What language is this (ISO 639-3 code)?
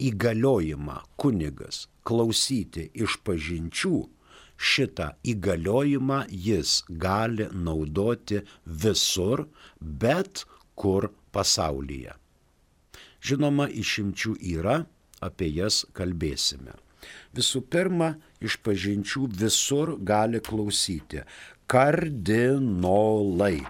lit